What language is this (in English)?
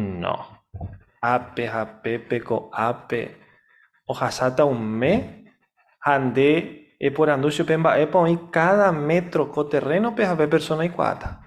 Guarani